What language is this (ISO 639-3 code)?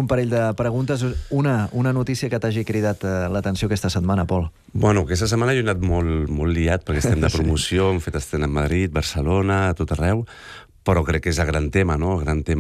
cat